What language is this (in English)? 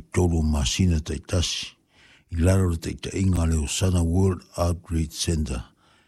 Samoan